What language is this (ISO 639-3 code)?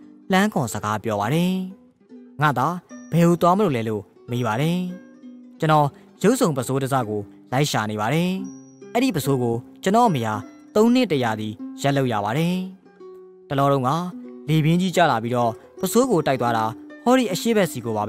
mya